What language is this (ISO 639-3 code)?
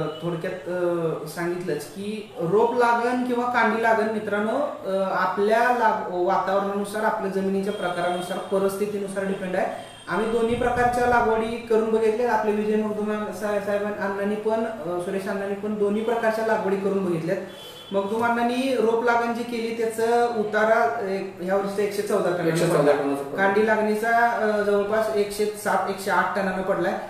mar